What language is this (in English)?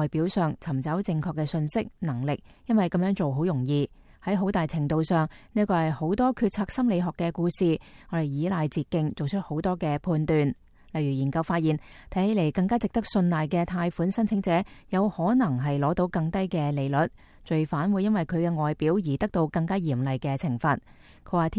Cantonese